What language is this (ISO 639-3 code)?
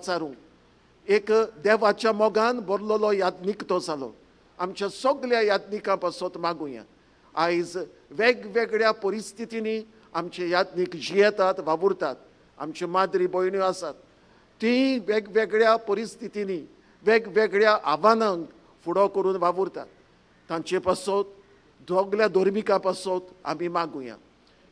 kok